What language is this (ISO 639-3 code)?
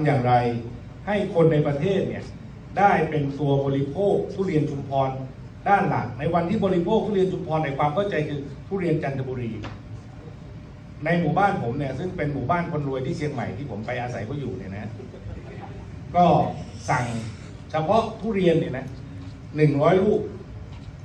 tha